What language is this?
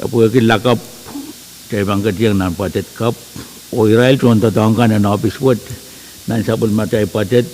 Pohnpeian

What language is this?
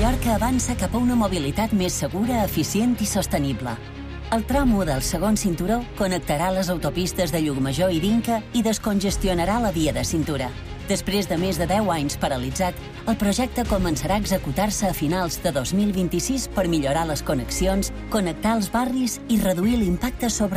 Catalan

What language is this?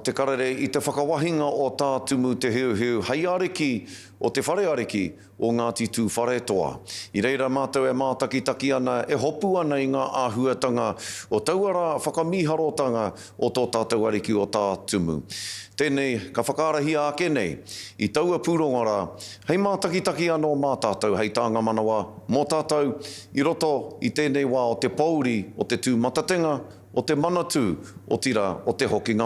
Māori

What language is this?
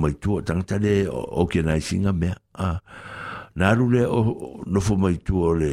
Samoan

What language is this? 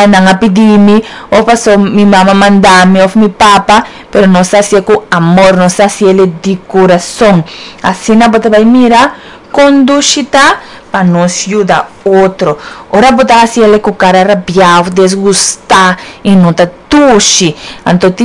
Papiamento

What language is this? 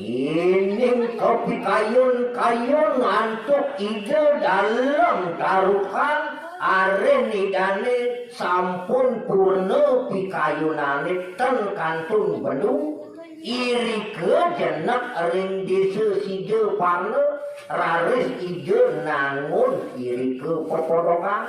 Balinese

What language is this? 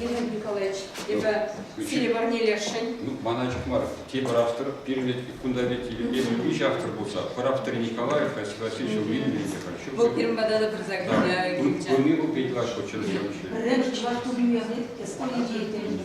Chuvash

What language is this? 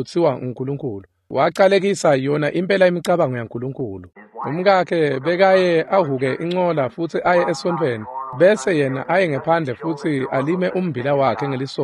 Swati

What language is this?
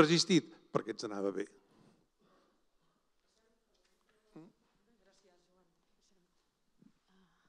Catalan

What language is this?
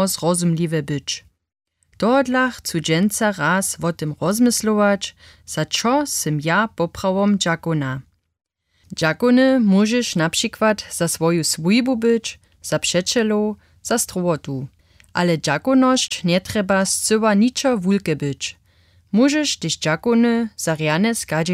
Upper Sorbian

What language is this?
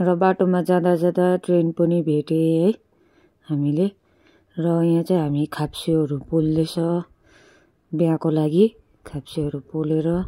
Nepali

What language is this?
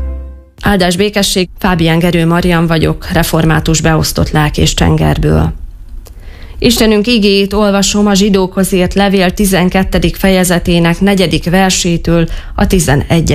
Hungarian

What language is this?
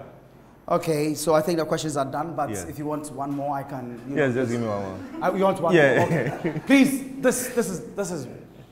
English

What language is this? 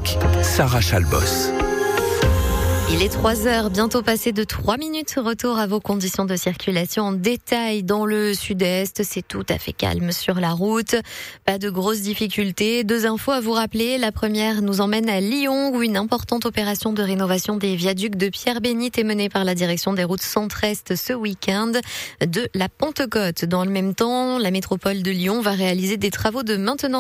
French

